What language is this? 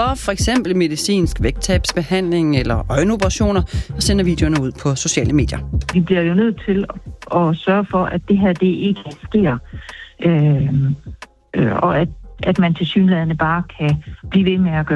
Danish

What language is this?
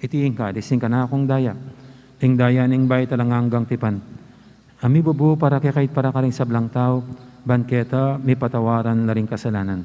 Pampanga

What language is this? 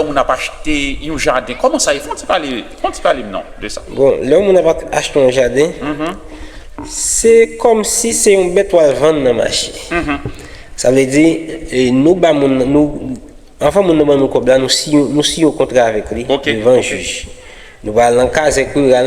Haitian Creole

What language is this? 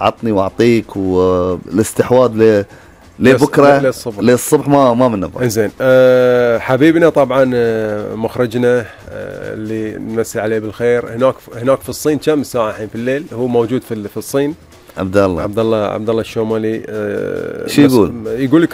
Gulf Arabic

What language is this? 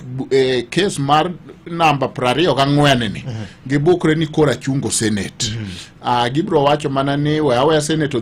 Luo (Kenya and Tanzania)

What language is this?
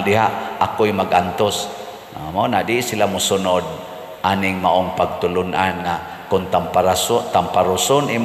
Cebuano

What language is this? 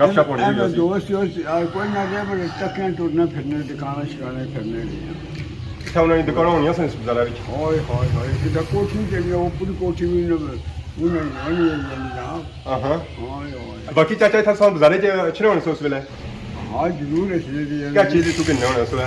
Pahari-Potwari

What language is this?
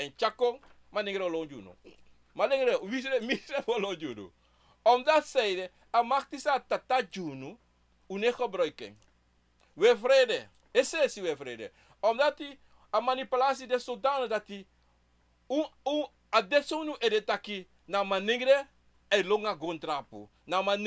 Sranan Tongo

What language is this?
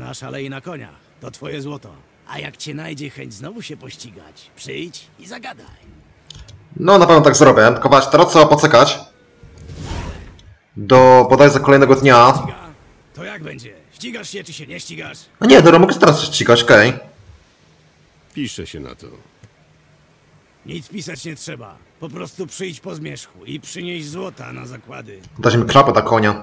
Polish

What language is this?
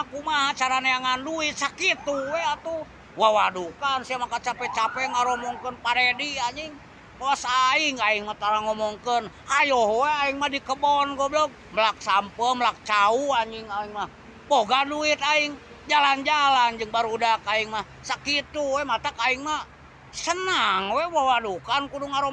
Sundanese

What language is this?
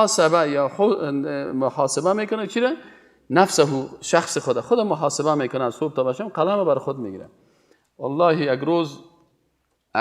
Persian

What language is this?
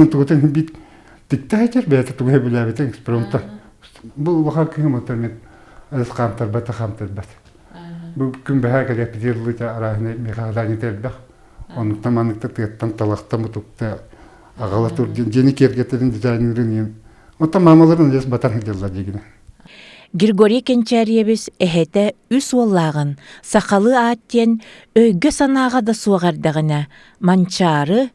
Yakut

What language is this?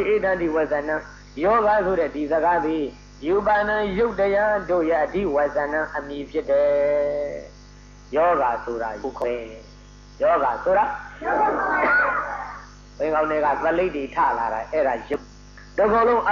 Burmese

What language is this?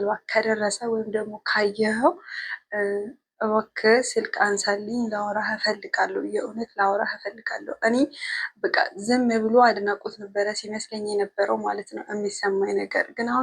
Amharic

